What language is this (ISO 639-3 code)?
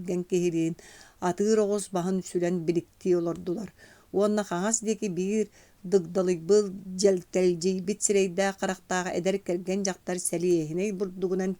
sah